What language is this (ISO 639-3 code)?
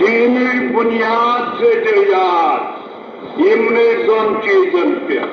kas